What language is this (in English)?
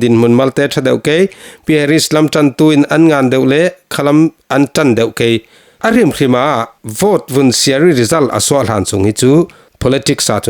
Falam Chin